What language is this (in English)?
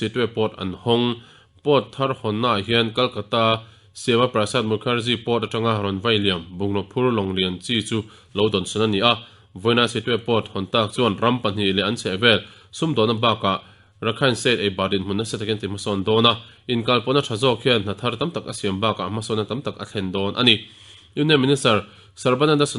Mizo